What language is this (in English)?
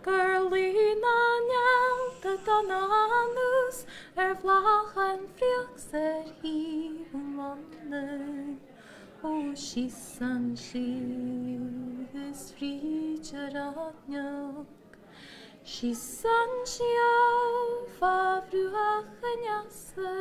Irish